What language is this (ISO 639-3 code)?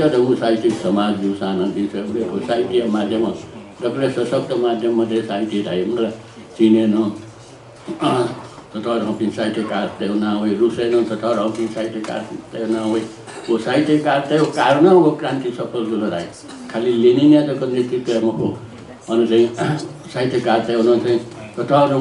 new